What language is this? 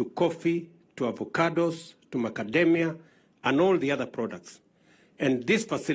Gusii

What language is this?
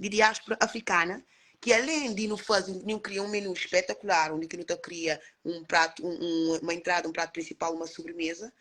Kabuverdianu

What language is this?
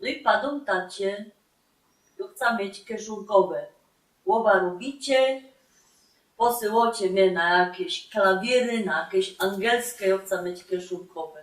Silesian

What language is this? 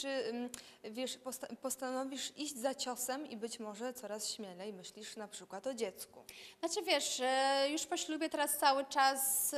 Polish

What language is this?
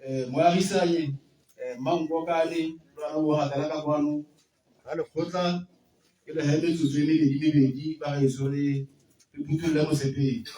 Tswana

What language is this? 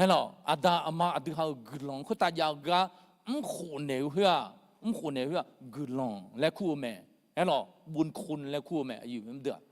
Akha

